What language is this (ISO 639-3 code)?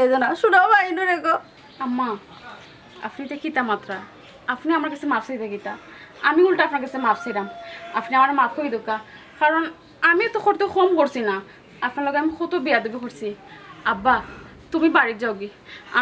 syl